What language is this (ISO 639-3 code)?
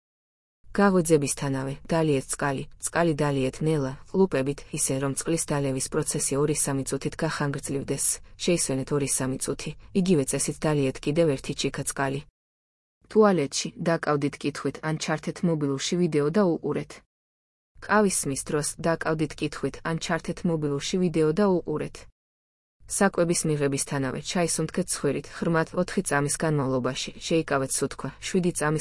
kat